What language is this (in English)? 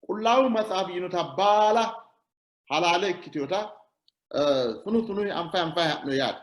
Sidamo